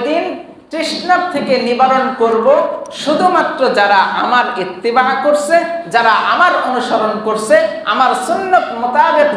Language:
Bangla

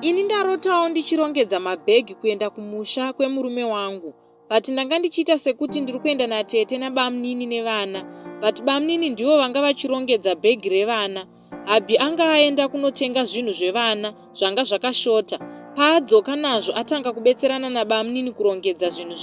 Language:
Shona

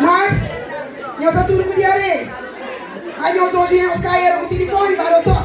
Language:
Kabuverdianu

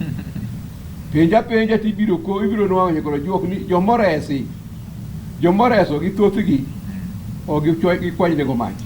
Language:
Luo (Kenya and Tanzania)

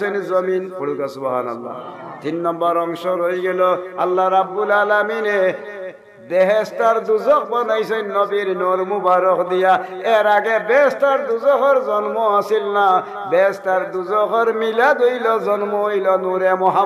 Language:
Sylheti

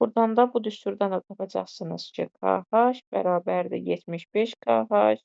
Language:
Azerbaijani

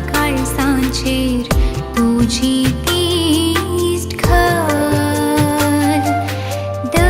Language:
Konkani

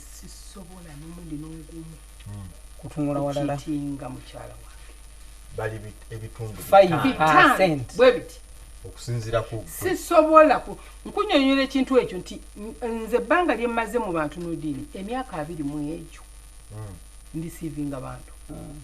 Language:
Ganda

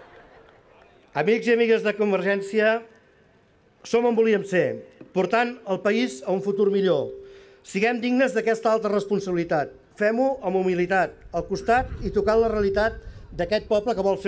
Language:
Catalan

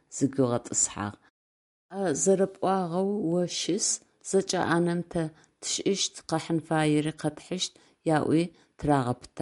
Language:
Adyghe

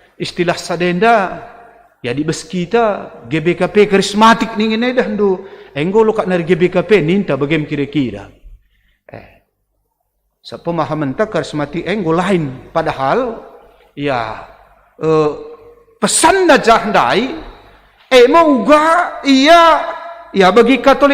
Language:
Batak Karo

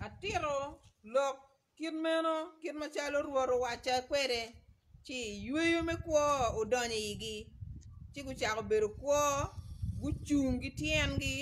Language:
Acoli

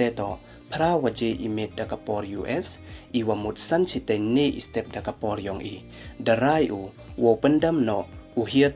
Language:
Pnar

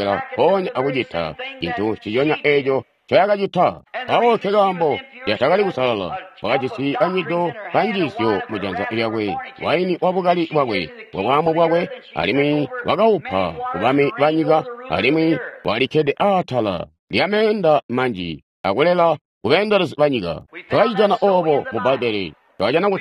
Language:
Tonga (Zambia)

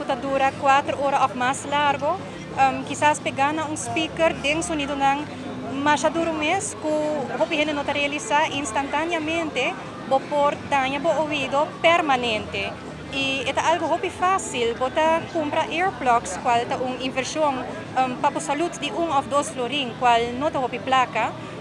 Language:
Papiamento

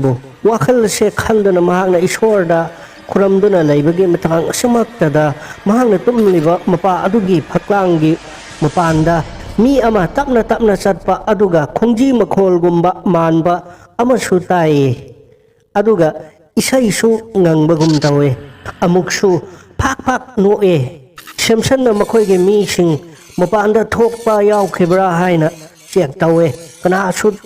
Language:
Manipuri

